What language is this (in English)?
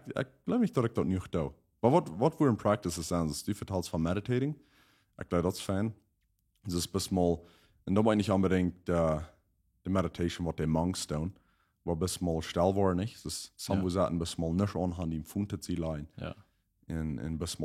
Plautdietsch